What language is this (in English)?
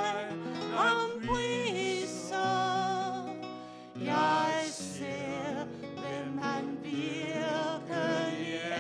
Danish